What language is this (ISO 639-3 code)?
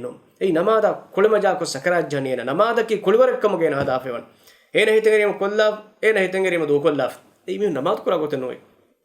div